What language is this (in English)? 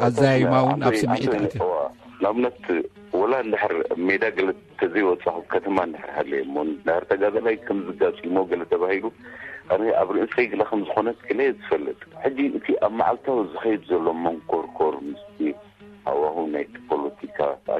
Tigrinya